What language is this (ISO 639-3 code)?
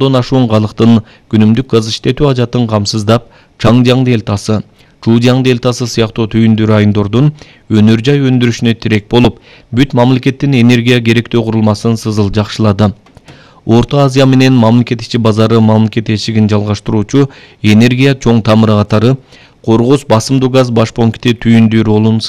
kir